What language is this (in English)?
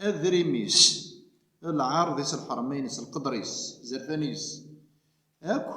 Kabyle